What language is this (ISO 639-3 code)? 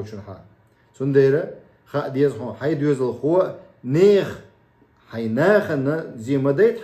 che